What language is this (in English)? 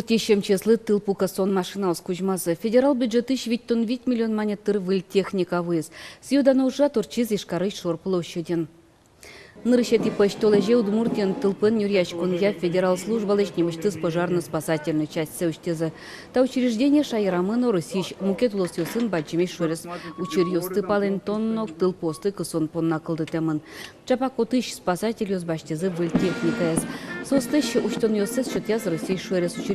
Udmurt